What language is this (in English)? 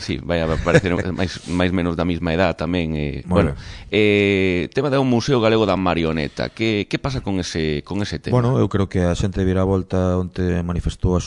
Galician